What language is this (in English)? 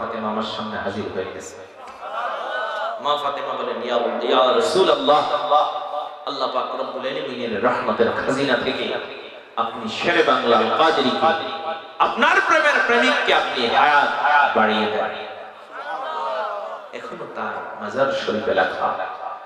Bangla